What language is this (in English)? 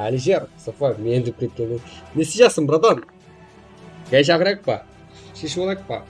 Kara-Kalpak